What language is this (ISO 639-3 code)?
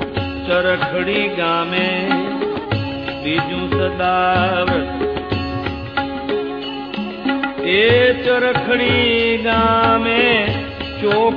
guj